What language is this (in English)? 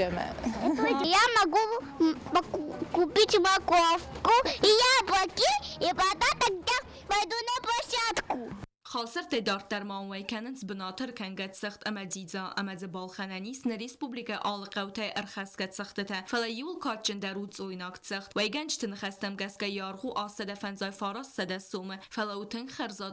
Ossetic